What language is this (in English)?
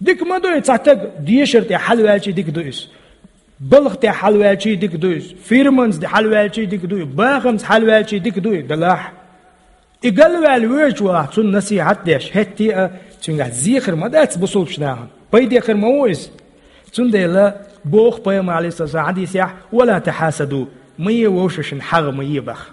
Chechen